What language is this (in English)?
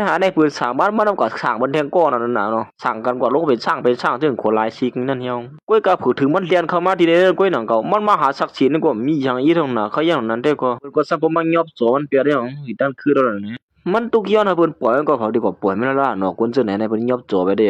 Shan